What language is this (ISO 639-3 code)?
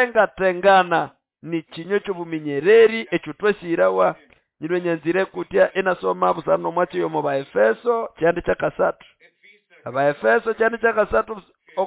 nnb